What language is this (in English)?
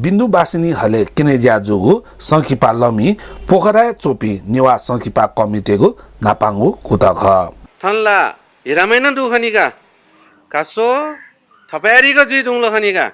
Newari